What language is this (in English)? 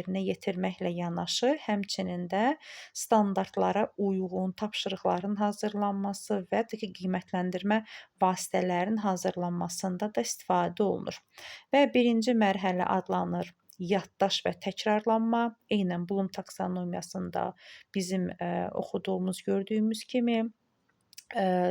Azerbaijani